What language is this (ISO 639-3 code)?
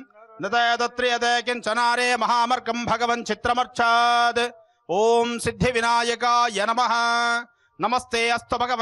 kan